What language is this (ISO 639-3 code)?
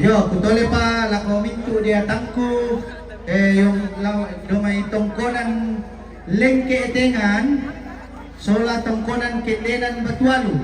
sda